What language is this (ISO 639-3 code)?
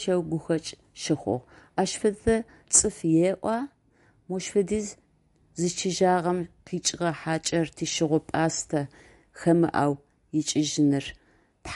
ady